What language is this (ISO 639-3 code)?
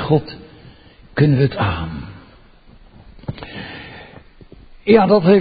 nld